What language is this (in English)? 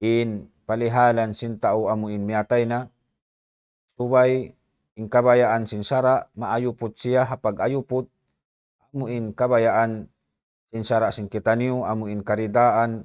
Tausug